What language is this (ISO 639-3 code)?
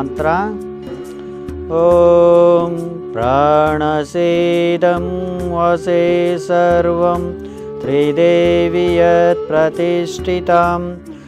kan